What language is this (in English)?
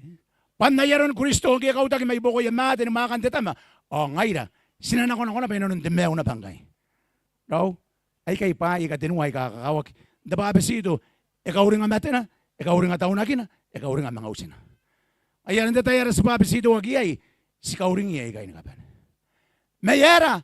Gilbertese